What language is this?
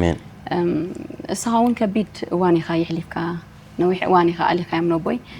Tigrinya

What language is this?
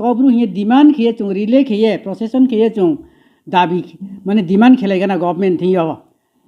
Riang (India)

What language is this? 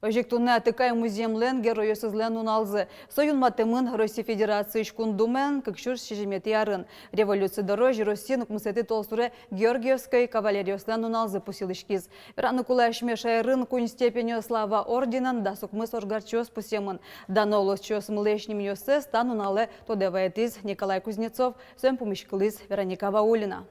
Udmurt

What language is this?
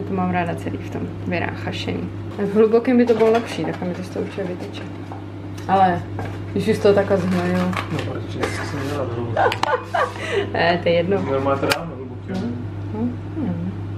Czech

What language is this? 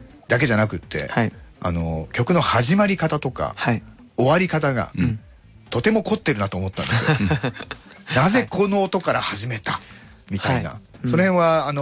Japanese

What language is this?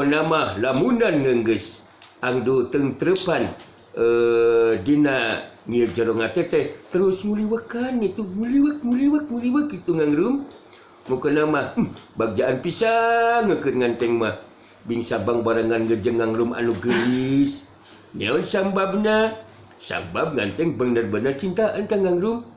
Sundanese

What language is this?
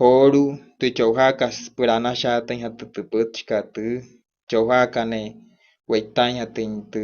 Wayuu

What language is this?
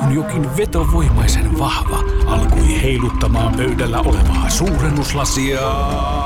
Finnish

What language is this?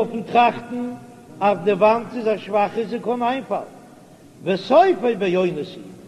Yiddish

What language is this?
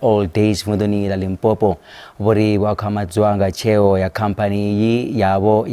Venda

